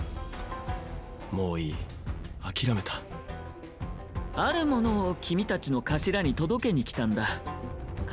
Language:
Japanese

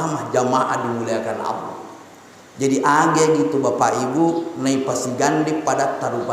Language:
Buginese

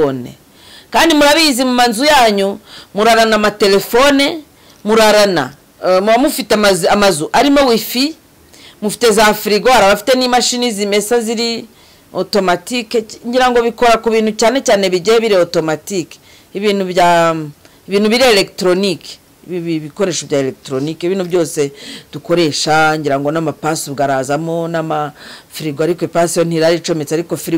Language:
Kinyarwanda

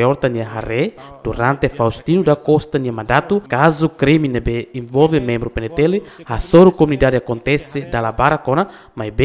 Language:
Tetum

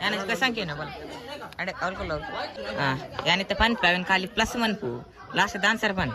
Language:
Tulu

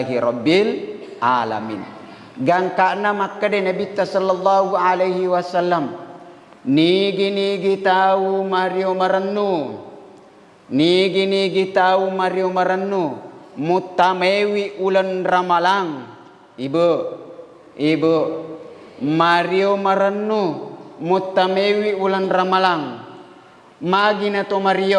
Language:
Buginese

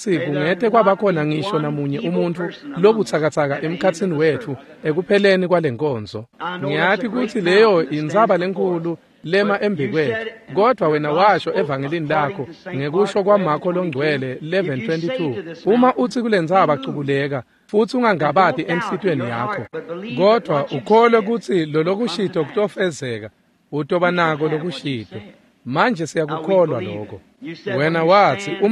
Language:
Swati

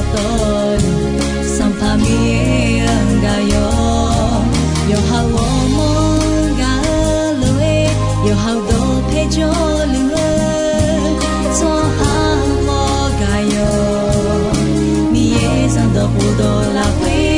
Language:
Akha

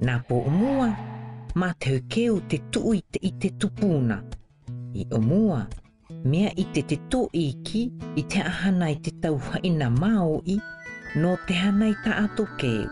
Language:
South Marquesan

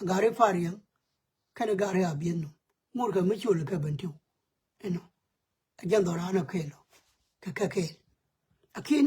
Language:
Nuer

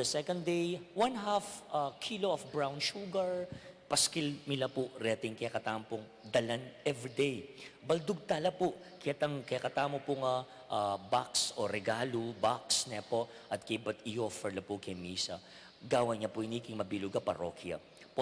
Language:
Pampanga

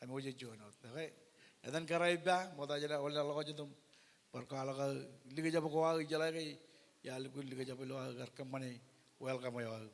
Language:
Marshallese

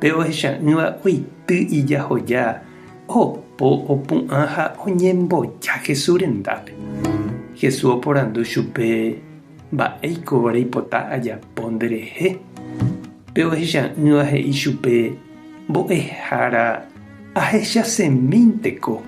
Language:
Guarani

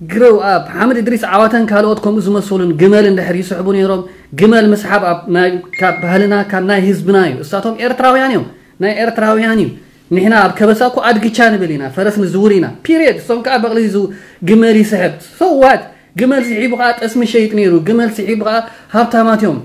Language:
Tigrinya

